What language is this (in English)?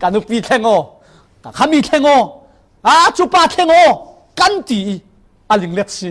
Falam Chin